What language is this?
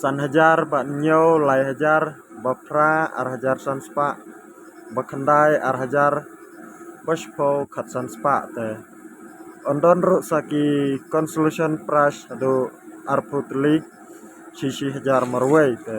Khasi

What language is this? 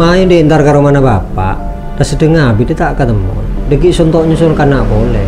Madurese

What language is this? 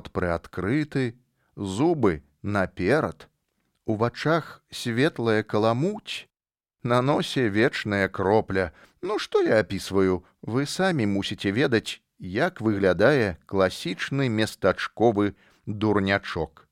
Belarusian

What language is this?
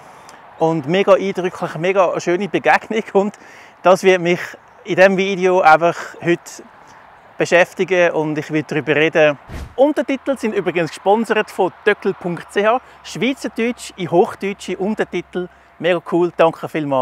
Swiss German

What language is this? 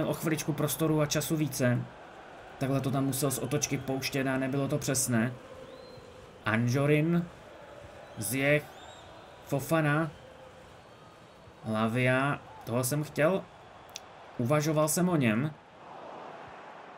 Czech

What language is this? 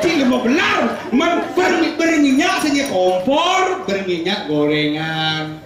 Balinese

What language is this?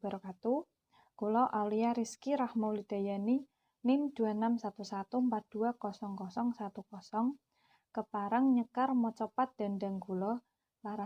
Javanese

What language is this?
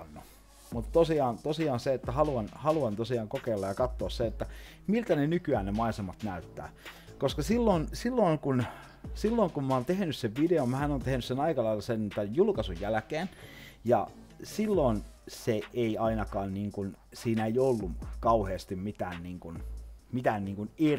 Finnish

